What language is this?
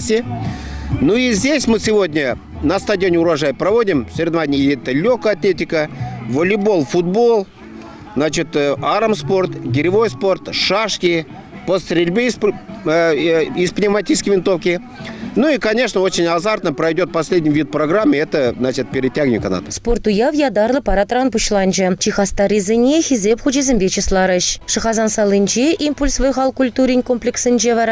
Chuvash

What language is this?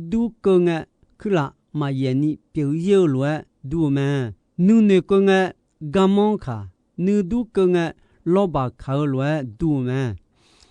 Akha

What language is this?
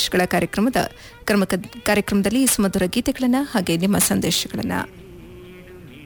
Kannada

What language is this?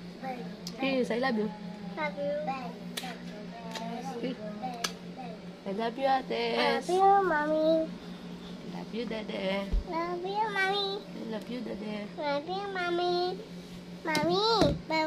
Filipino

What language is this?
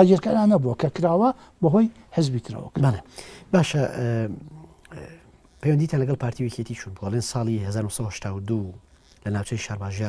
Central Kurdish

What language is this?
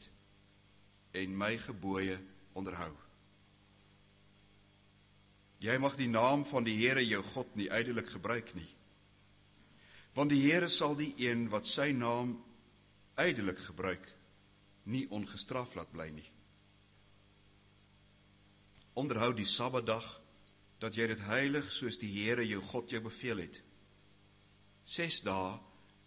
Afrikaans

